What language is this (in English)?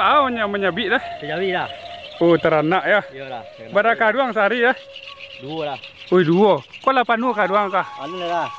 Minangkabau